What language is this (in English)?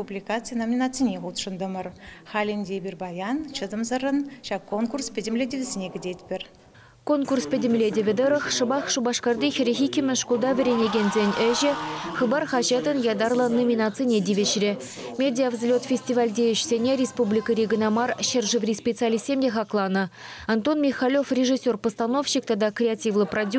Chuvash